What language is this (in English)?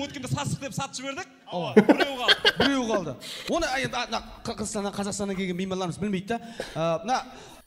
Kara-Kalpak